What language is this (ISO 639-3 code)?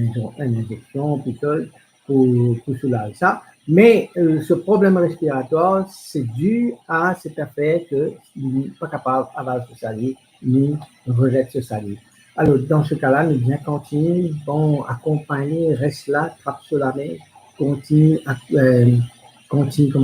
mfe